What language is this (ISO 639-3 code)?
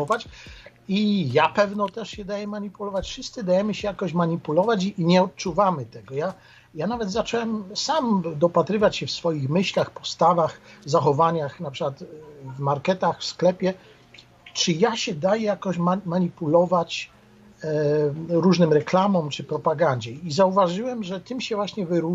pol